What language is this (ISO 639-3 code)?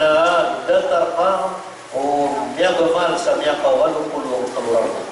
mrw